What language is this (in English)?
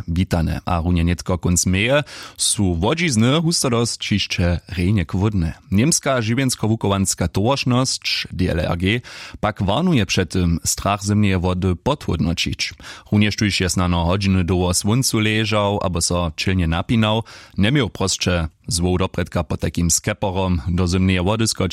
Upper Sorbian